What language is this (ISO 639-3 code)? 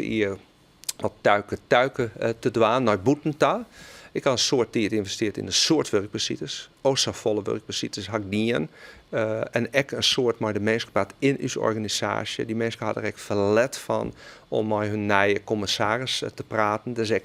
fry